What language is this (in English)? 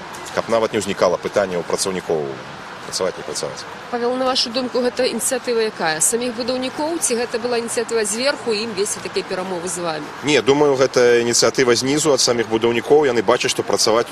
Belarusian